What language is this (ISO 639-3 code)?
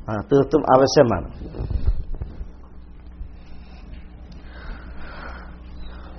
mal